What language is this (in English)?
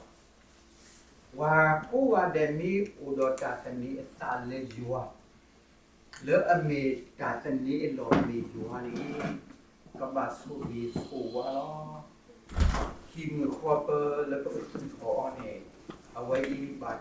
S'gaw Karen